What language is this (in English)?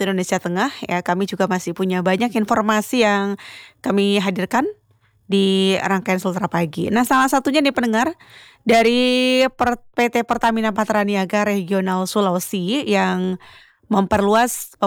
Indonesian